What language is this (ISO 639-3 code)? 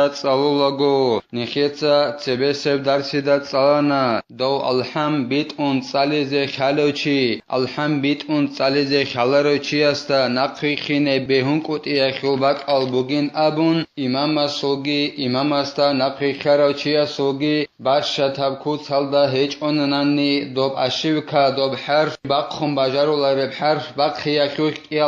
ava